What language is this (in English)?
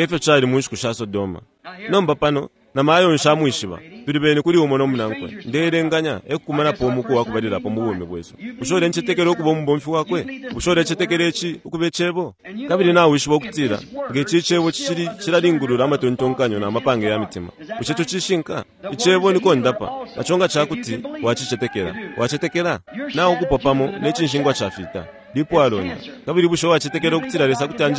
Bemba